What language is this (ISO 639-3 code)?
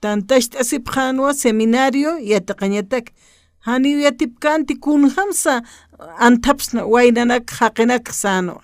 aym